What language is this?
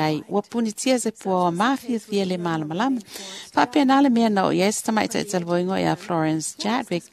Samoan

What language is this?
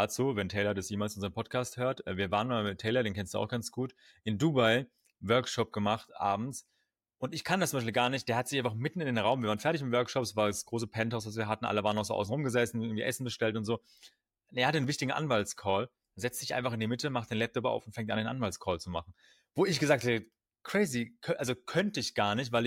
German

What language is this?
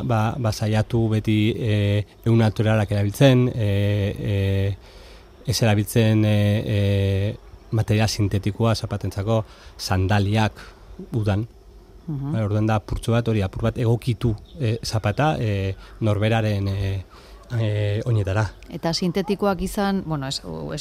Basque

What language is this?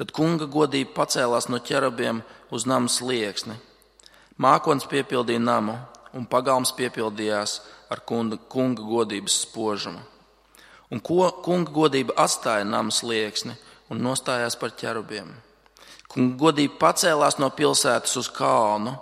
Latvian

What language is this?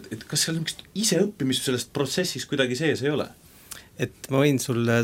Estonian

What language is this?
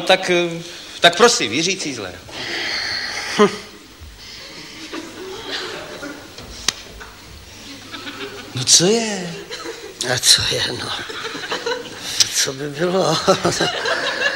Czech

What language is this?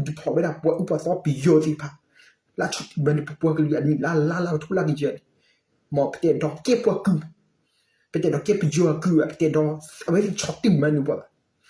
S'gaw Karen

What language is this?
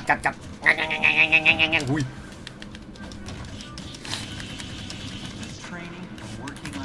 Thai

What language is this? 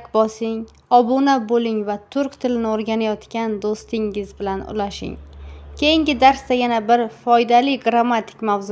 Uzbek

